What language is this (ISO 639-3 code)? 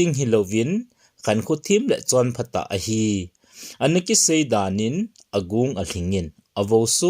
tcz